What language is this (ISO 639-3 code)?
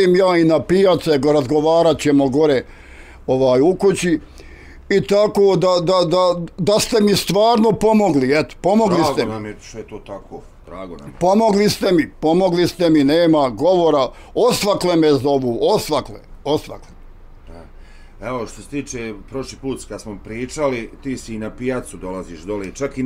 bos